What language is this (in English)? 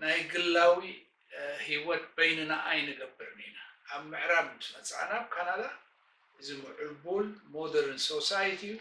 Tigrinya